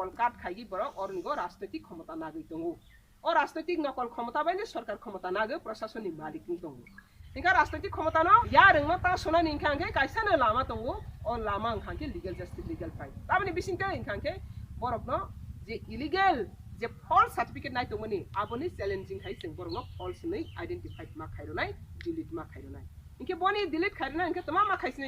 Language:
Kok Borok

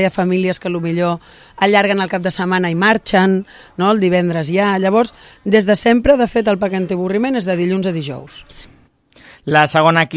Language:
Catalan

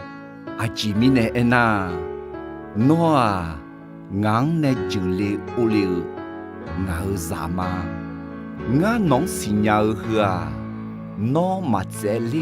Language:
Akha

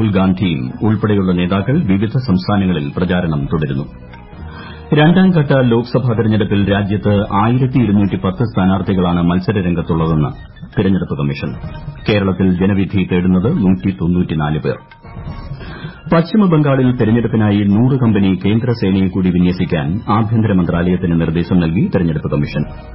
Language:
Malayalam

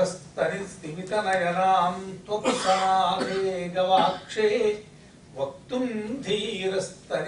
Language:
Sanskrit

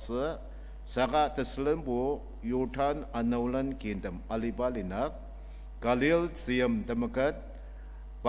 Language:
Ao Naga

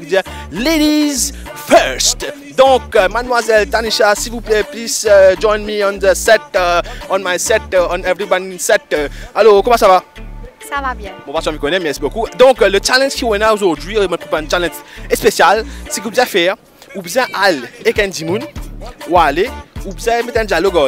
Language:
Morisyen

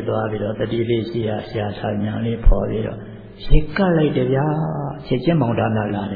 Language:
Burmese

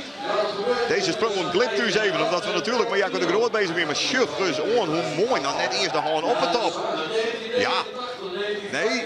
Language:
Western Frisian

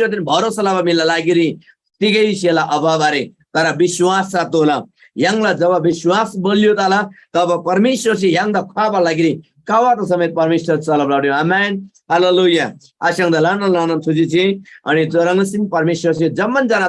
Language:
Eastern Tamang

